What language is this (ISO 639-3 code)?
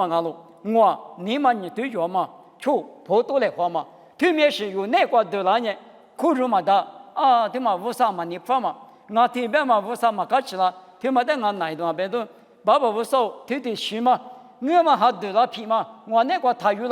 lis